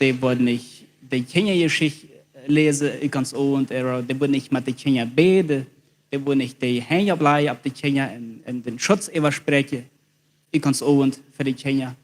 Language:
Plautdietsch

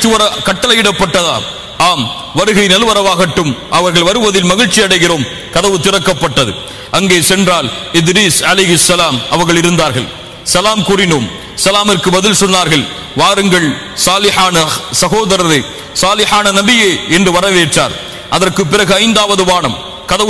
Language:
Tamil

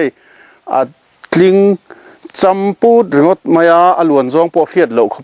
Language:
Mizo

